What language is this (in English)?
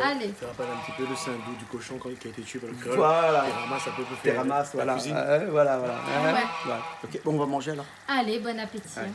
Réunion Creole French